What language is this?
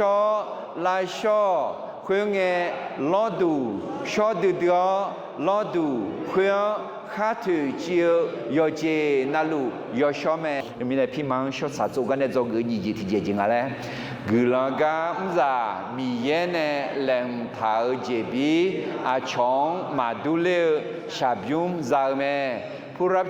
Akha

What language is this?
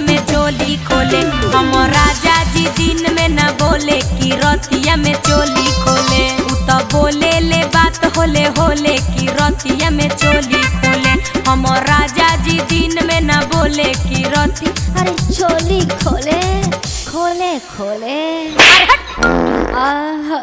Magahi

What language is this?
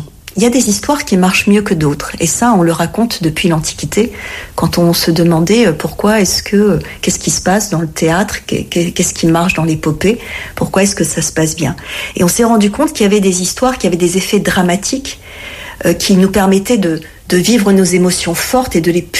French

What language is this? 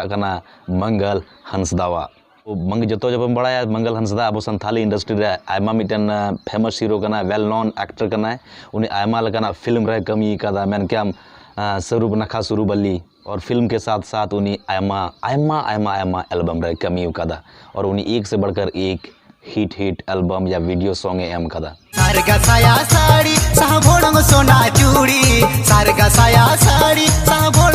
Santali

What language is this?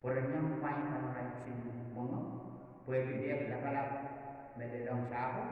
Pohnpeian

